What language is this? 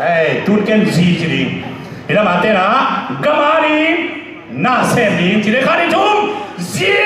Tedim Chin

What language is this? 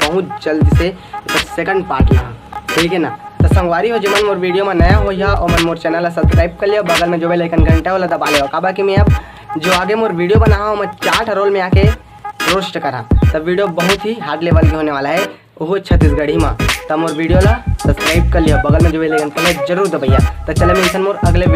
Chhattisgarhi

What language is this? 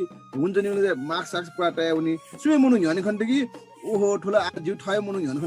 Newari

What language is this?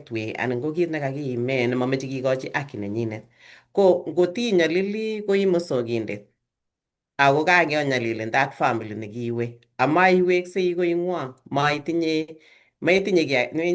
Kalenjin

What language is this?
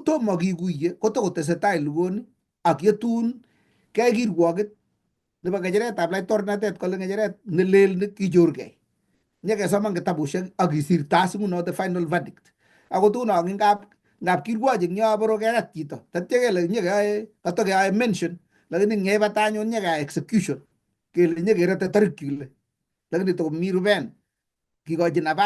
Kalenjin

